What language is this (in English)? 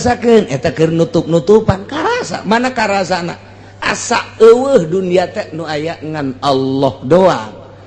Sundanese